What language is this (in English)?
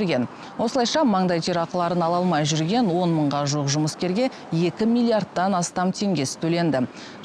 Kazakh